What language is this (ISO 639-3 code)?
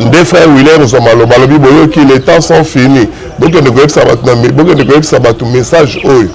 lin